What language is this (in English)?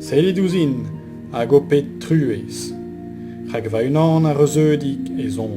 Breton